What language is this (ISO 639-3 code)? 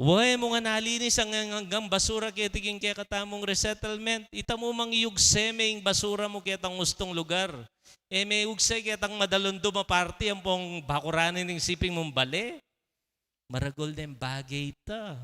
pam